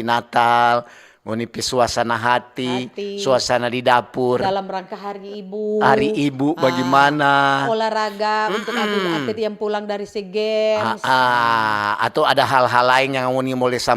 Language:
Manado Malay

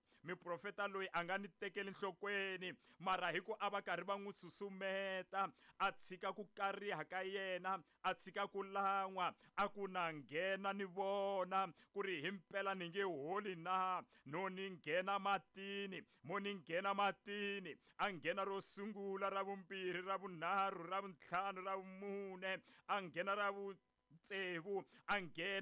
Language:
Tsonga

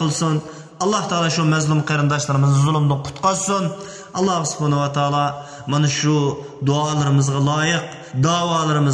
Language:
Uyghur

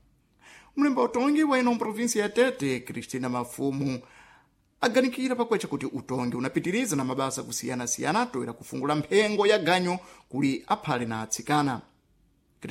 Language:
Sena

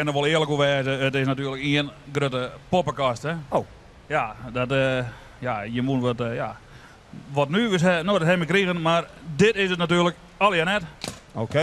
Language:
Western Frisian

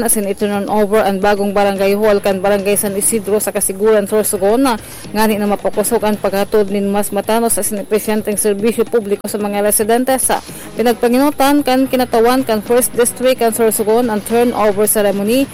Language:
Bikol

